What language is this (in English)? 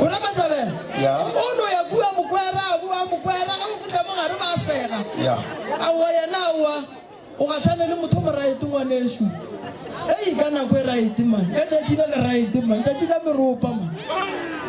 Northern Sotho